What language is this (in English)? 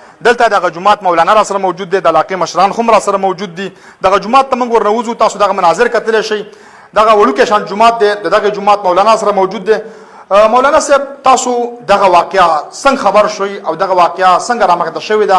Pashto